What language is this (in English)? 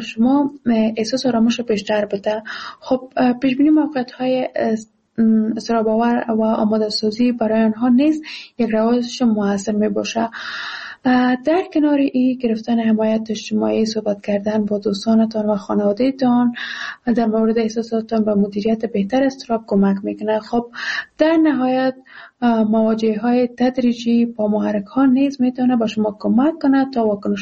Persian